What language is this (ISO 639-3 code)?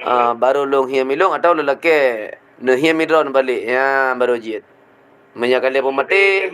ace